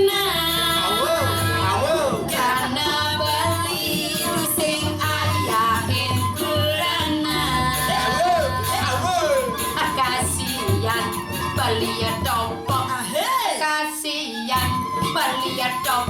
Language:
Balinese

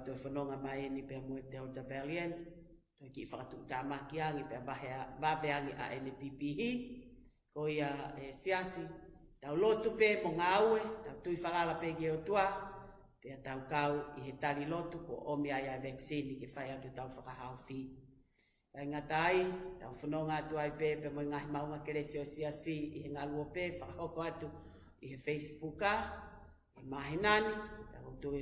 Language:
Tongan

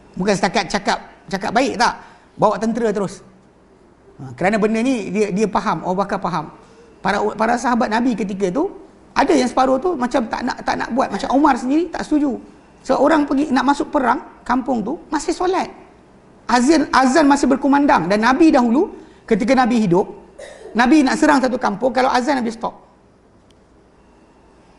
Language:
Malay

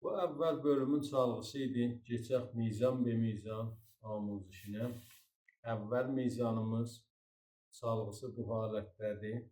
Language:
South Azerbaijani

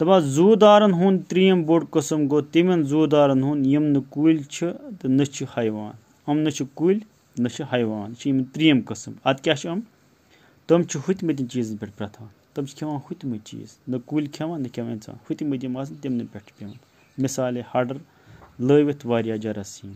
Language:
Kashmiri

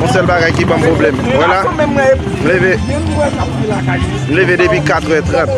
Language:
Haitian Creole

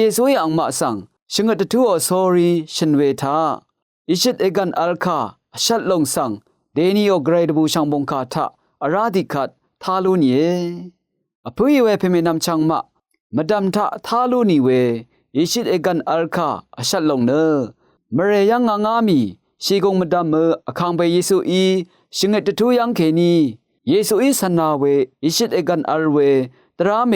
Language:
Rawang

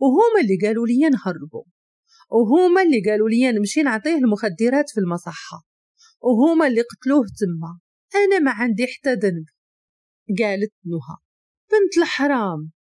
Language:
Moroccan Arabic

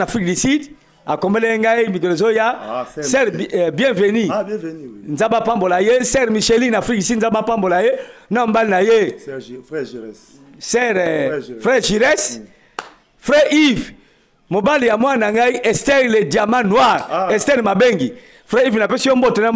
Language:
Lingala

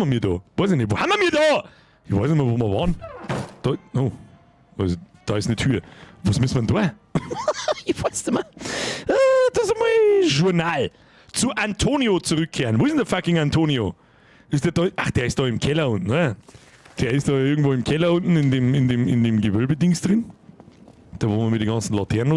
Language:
Bavarian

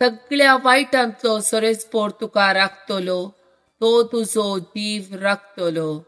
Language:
Konkani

